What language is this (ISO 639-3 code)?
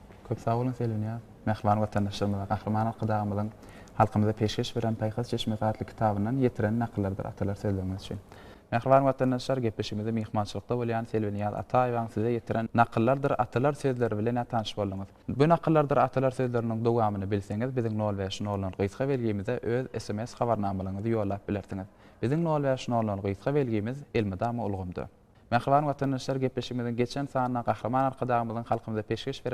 tuk